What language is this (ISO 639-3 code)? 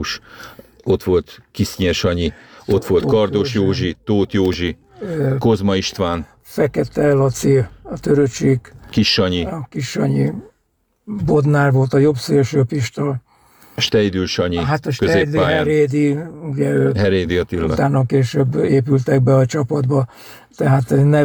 hun